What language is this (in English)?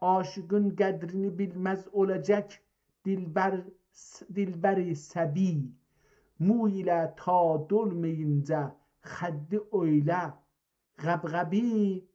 South Azerbaijani